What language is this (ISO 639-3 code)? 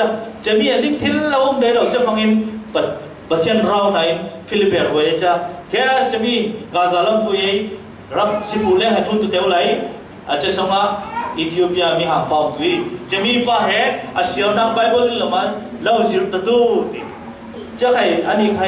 cfm